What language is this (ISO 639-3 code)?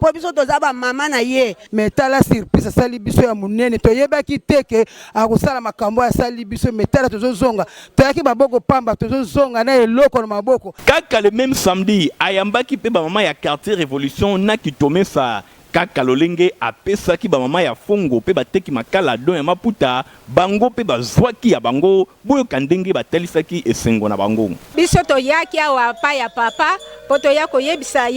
lin